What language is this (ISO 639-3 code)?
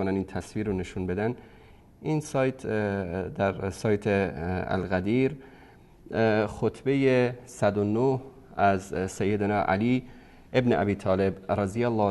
fas